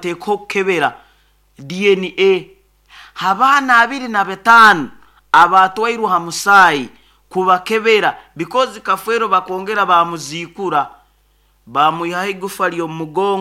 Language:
Nyoro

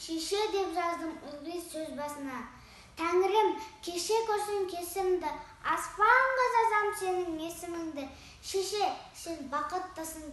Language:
Kazakh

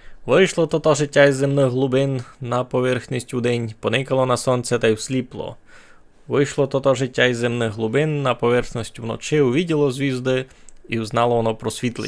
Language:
Rusyn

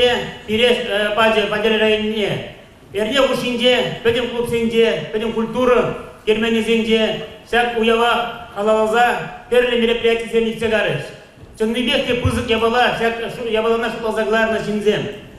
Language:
Chuvash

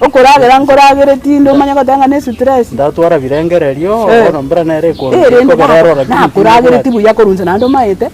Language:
Gusii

